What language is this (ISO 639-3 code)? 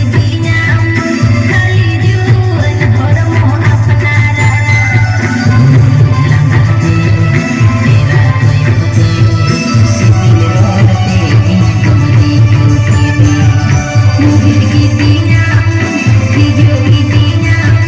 sat